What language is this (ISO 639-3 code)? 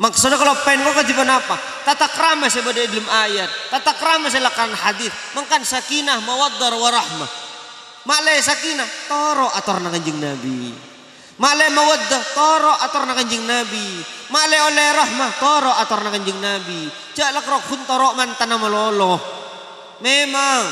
mad